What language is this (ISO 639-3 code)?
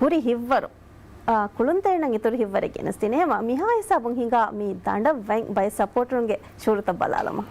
div